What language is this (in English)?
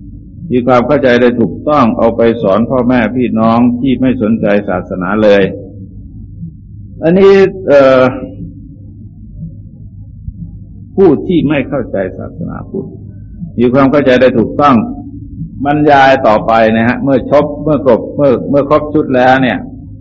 Thai